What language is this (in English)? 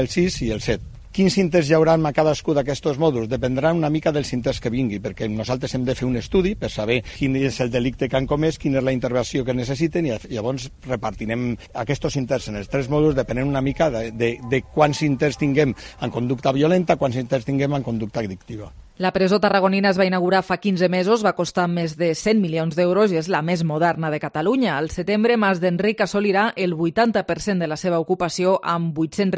Catalan